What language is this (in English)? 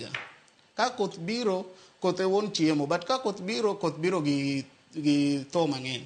Luo (Kenya and Tanzania)